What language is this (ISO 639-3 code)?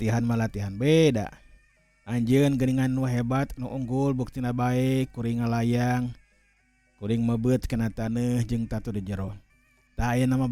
sun